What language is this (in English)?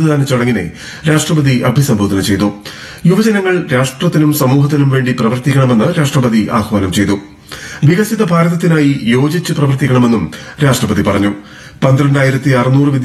Malayalam